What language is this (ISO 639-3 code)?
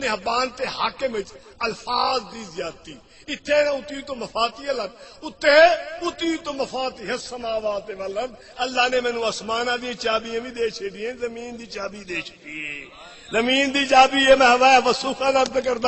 skr